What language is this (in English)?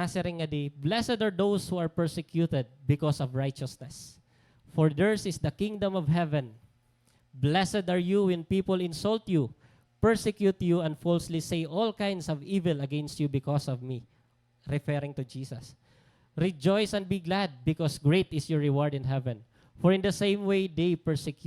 Waray